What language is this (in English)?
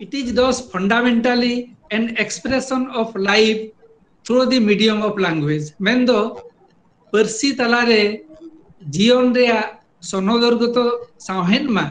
Santali